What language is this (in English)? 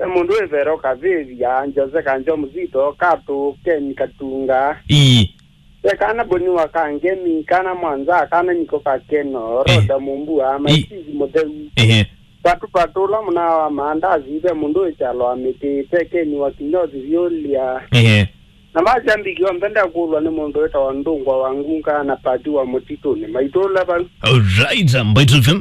Kamba